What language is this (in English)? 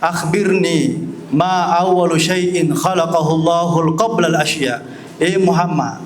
Buginese